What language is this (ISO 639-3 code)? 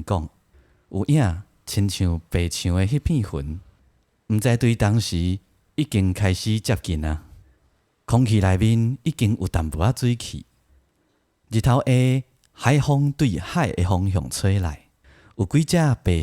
nan